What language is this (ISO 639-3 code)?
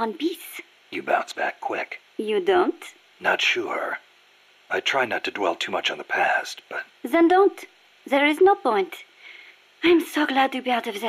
eng